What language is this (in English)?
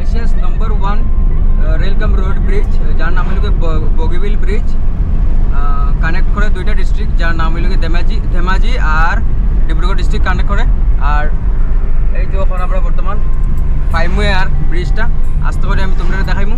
Sylheti